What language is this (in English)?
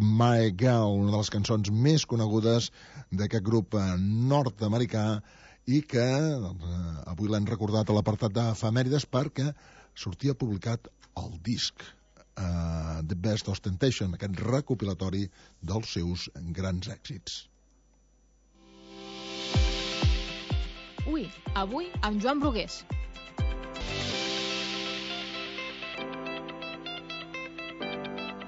Catalan